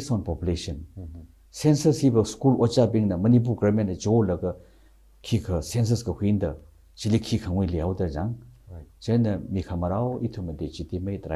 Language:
Tangkhul Naga (India)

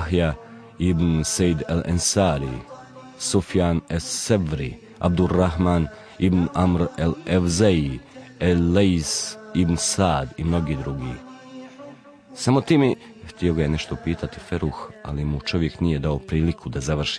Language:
Bosnian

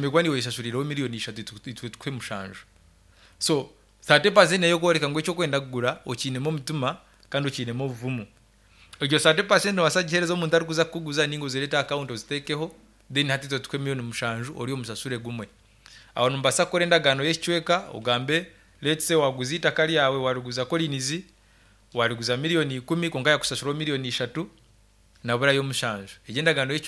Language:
Nyankole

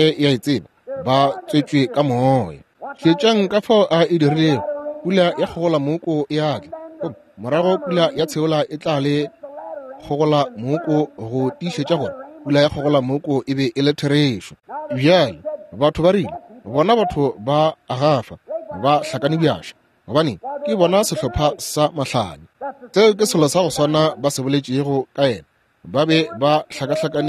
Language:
Northern Sotho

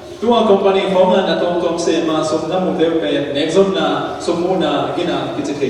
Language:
Falam Chin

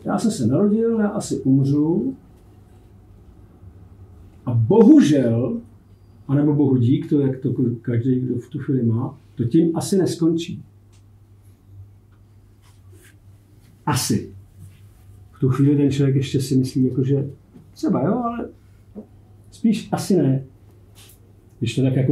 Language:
Czech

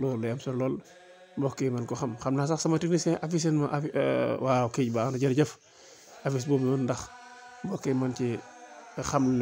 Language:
Wolof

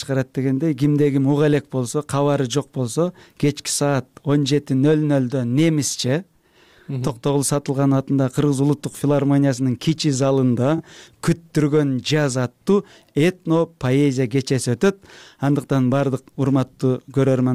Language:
Kyrgyz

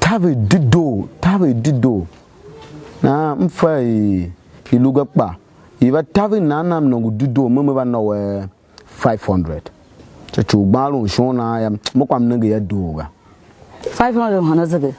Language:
Tiv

